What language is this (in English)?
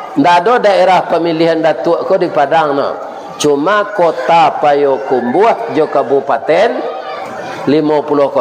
Minangkabau